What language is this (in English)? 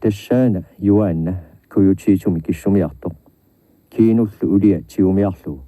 Kalaallisut